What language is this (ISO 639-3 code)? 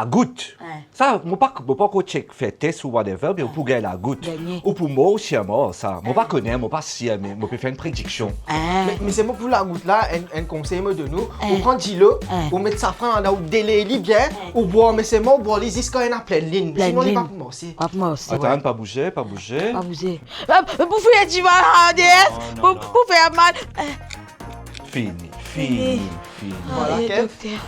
mfe